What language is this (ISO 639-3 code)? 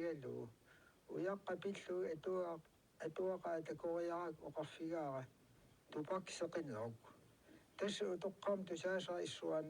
kal